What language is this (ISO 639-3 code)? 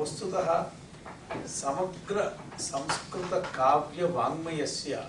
san